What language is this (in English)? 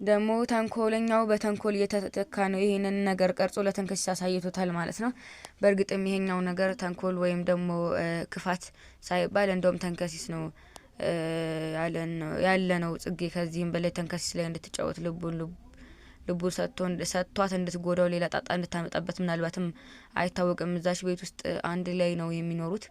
Amharic